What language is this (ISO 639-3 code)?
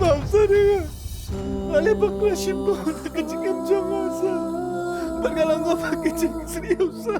kha